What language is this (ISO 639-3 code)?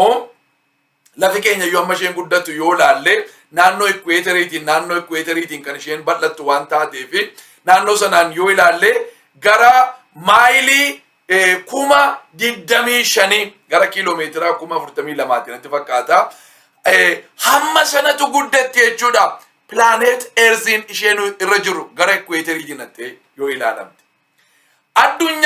orm